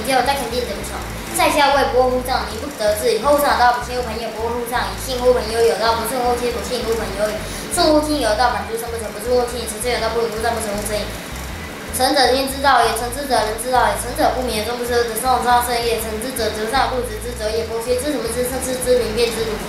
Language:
Literary Chinese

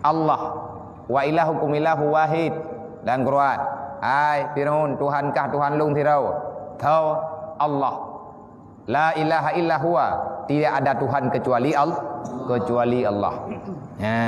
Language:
Achinese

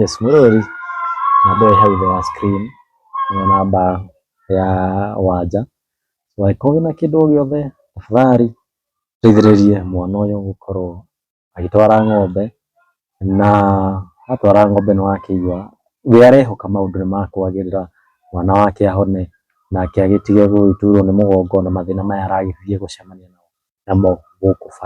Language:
Kikuyu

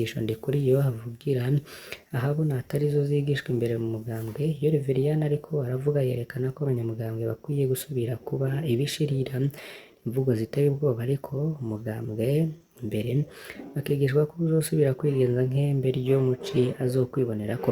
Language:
Rundi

